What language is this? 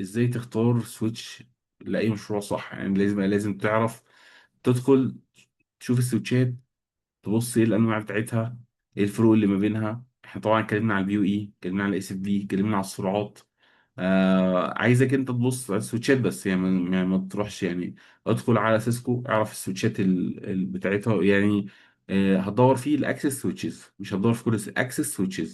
Egyptian Arabic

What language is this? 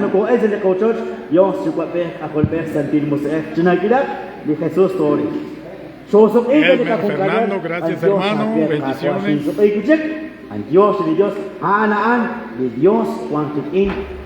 Kekchí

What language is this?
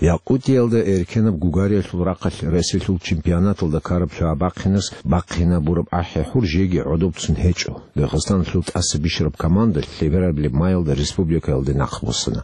Avaric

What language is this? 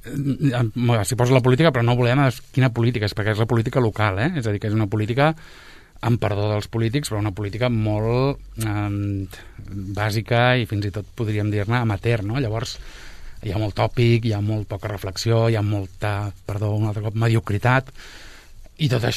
Catalan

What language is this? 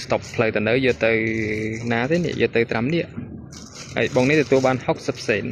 Khmer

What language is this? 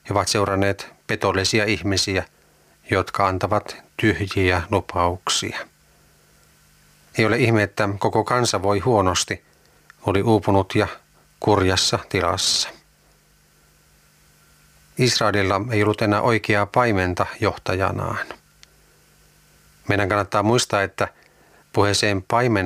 Finnish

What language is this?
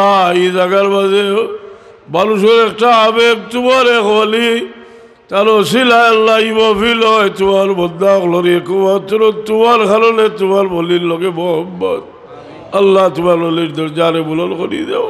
Sylheti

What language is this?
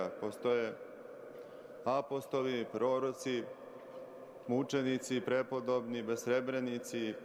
Serbian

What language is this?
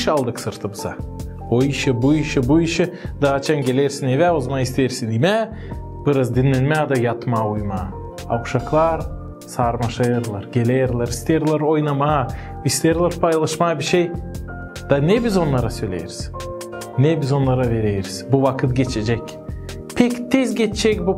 Gagauz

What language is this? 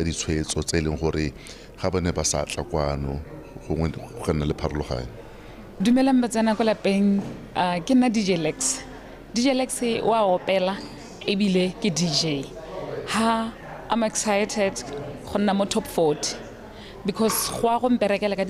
Tswana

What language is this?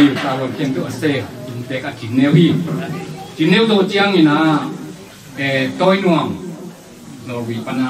Tedim Chin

